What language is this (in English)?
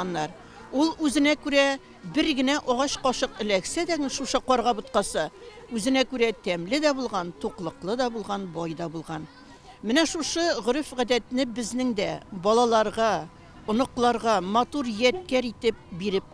Tatar